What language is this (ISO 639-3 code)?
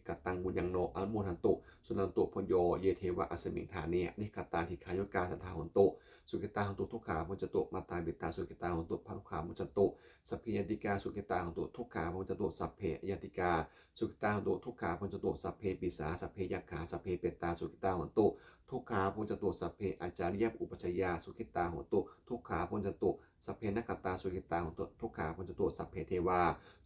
pli